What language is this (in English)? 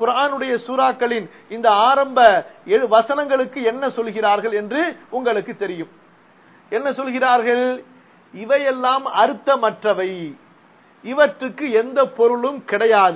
Tamil